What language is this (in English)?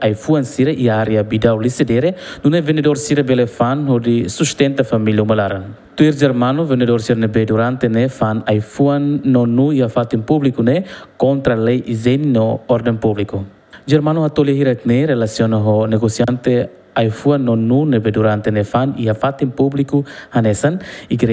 Tetum